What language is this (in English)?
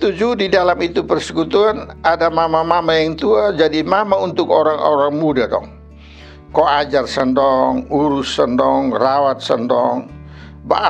Kupang Malay